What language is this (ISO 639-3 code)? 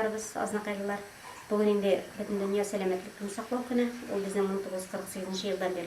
tat